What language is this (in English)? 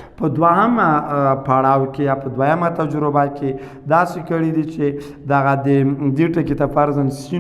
Pashto